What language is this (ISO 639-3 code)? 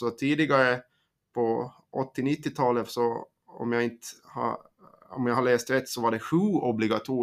swe